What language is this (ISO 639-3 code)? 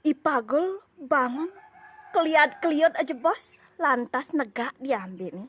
ban